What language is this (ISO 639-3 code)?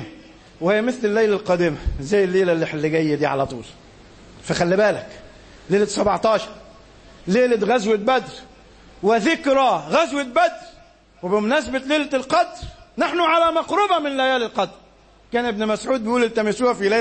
arz